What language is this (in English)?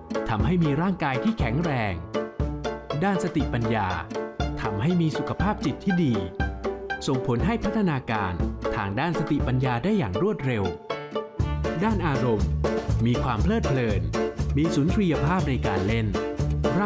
Thai